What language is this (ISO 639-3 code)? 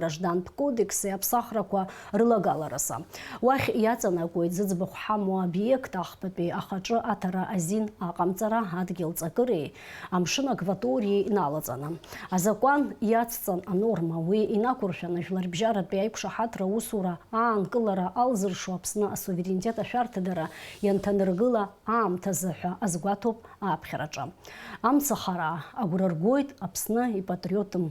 abk